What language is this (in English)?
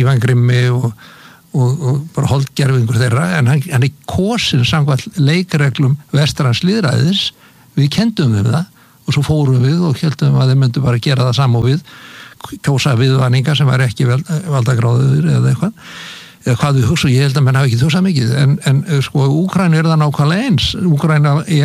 Icelandic